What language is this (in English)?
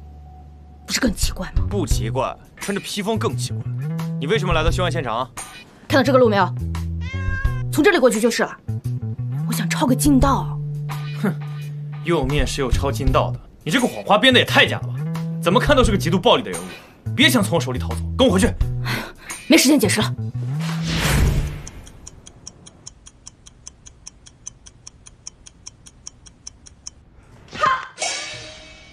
Chinese